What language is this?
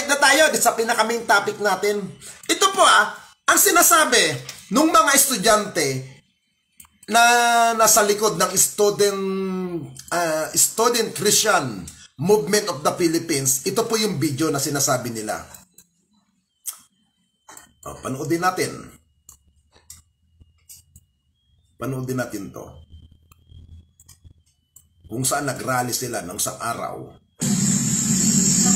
Filipino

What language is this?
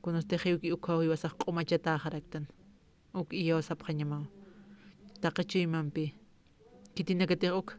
Aymara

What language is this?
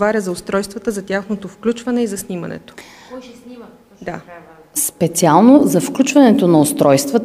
Bulgarian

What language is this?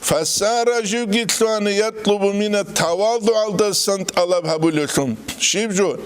Avaric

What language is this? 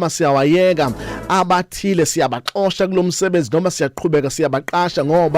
Zulu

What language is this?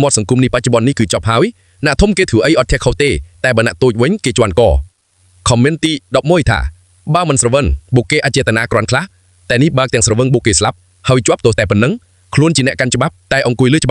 Khmer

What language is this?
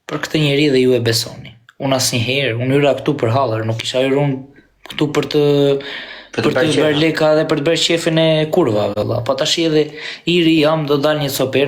Albanian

